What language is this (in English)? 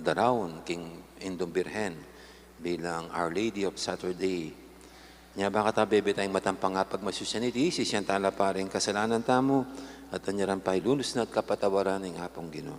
Pampanga